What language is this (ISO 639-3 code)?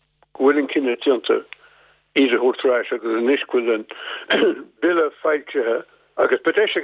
gle